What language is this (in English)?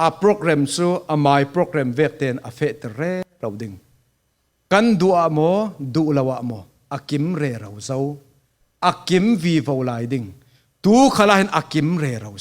Falam Chin